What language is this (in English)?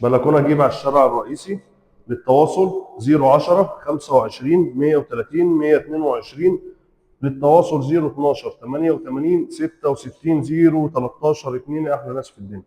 Egyptian Arabic